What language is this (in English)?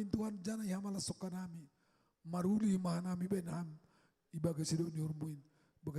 Batak Simalungun